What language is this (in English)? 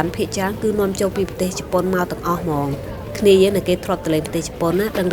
Khmer